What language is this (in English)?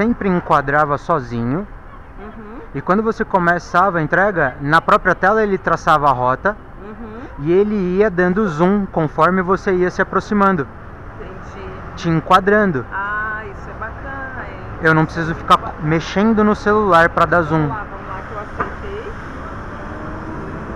Portuguese